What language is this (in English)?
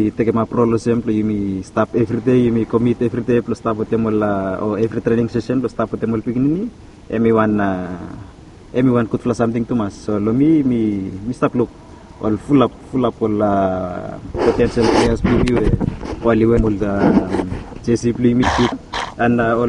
Bislama